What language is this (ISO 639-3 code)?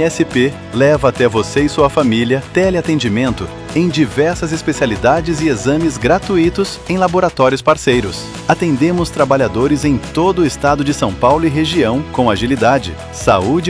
por